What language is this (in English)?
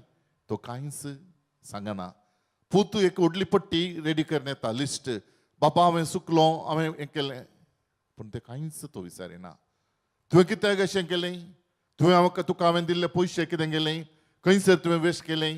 Konkani